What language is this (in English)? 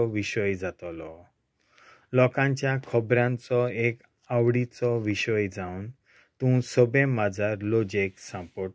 Konkani